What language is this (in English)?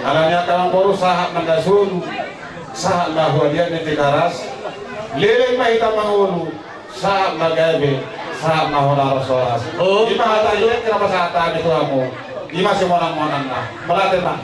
Batak Toba